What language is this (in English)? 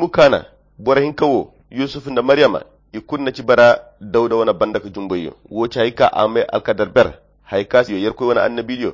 Koyra Chiini